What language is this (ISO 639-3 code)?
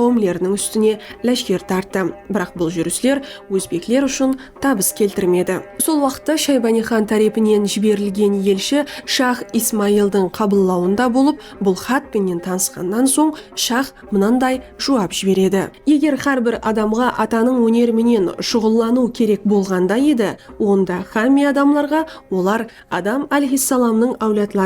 kaa